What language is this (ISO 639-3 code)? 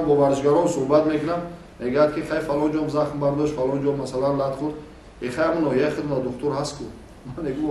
tgk